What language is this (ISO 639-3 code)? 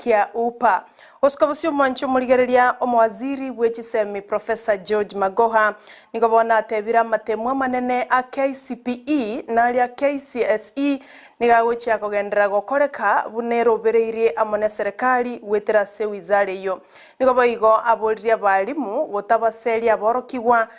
guz